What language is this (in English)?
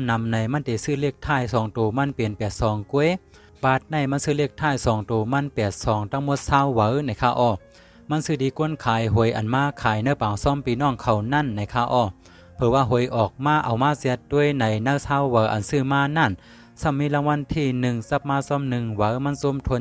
Shan